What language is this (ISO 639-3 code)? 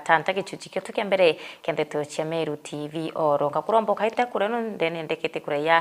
mer